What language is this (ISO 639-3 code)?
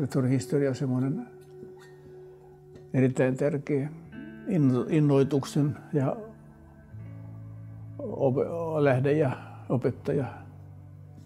fin